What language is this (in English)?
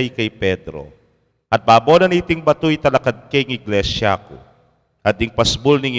Pampanga